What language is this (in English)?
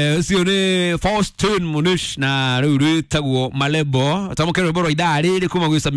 Kikuyu